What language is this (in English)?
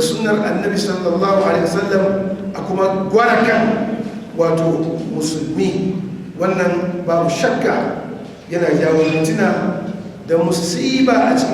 Hausa